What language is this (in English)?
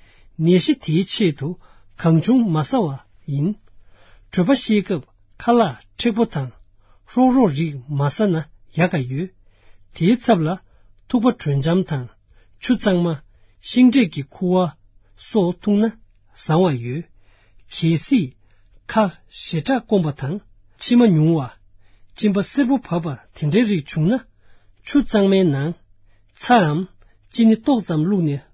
Tibetan